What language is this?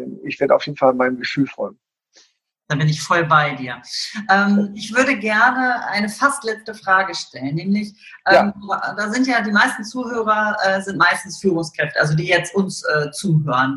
German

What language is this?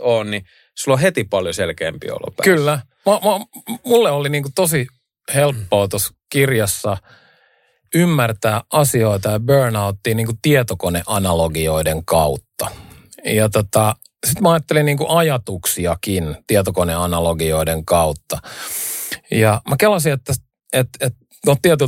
Finnish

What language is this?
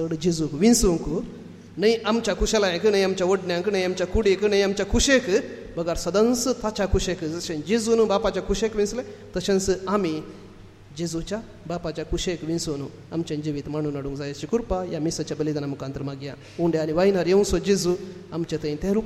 Konkani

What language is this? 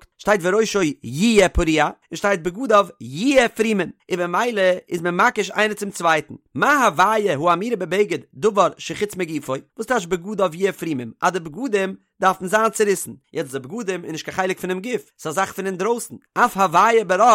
Yiddish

